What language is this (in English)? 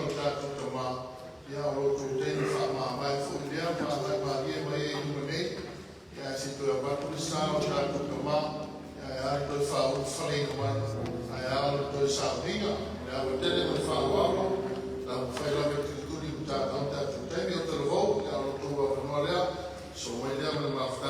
Samoan